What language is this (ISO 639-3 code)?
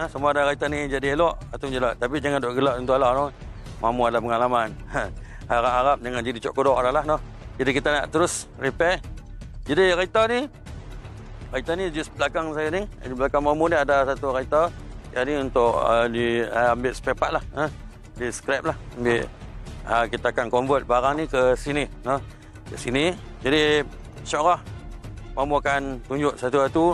msa